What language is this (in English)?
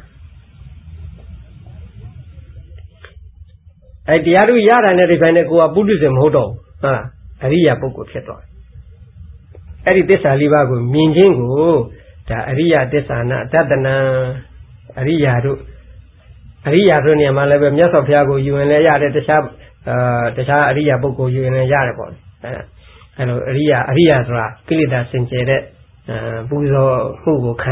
Burmese